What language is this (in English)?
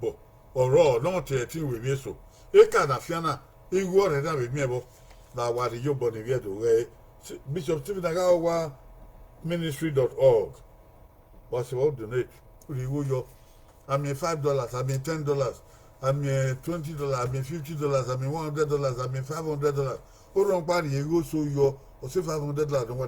Bini